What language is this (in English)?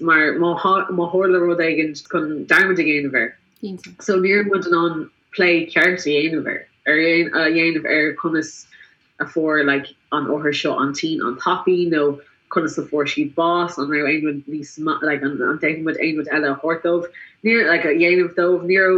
Irish